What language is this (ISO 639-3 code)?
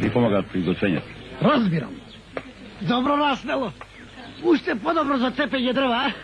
mkd